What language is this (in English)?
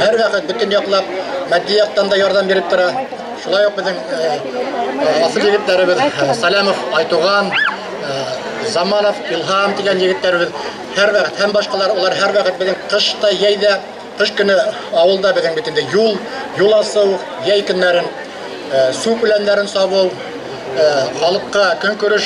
Bashkir